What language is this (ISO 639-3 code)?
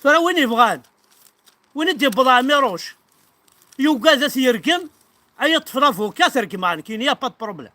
kab